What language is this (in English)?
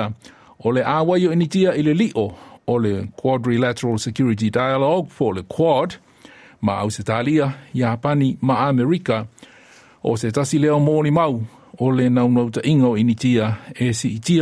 Samoan